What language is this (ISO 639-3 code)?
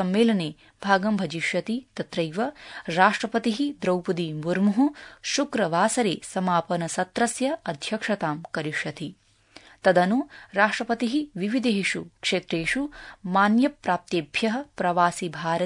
san